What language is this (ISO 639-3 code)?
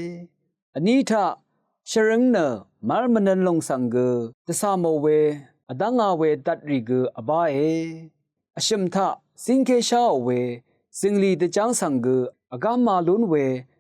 raw